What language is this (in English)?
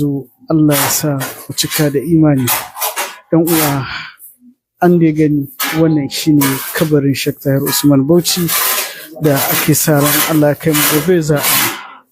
Hausa